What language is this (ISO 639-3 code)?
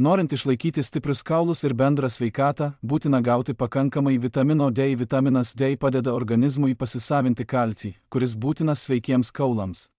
lit